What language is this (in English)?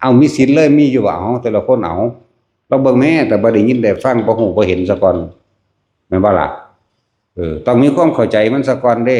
Northeastern Thai